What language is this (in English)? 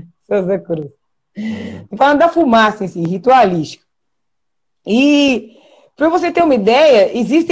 Portuguese